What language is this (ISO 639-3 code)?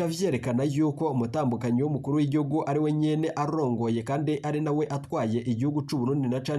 run